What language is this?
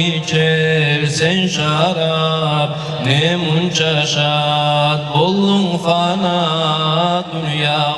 Kumyk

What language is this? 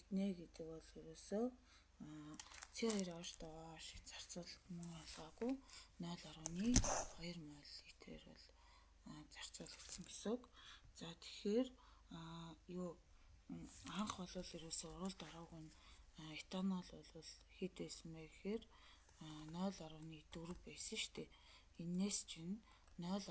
Mongolian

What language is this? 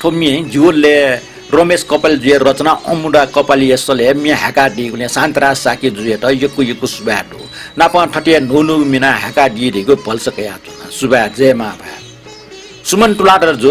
Newari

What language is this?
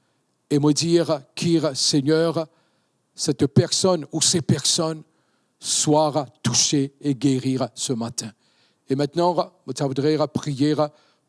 Morisyen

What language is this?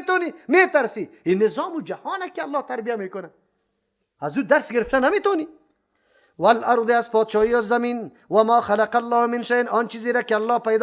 Persian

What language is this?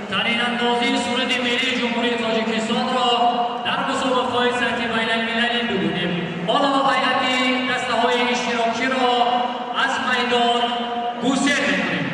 Tajik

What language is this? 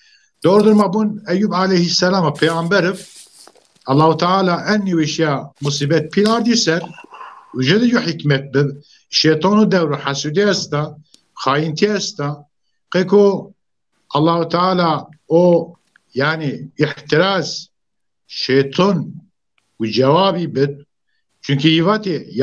Zaza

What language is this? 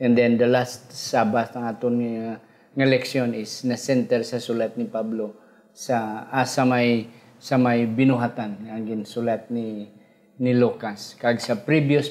Hiligaynon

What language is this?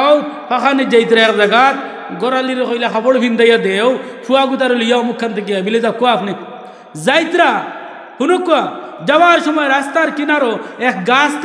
Sylheti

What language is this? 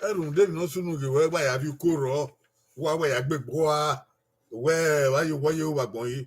Bini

